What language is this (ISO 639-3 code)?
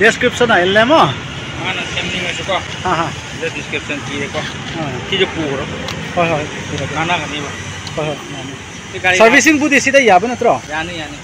pck